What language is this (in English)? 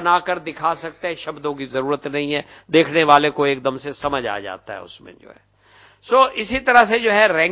Hindi